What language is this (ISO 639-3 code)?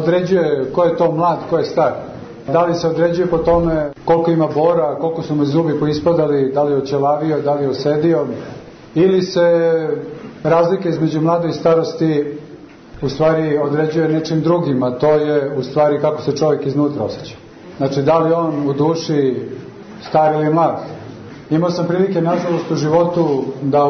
srp